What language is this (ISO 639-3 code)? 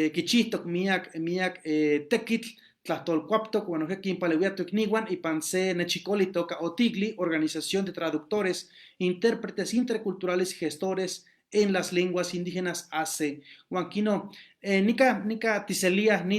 nhe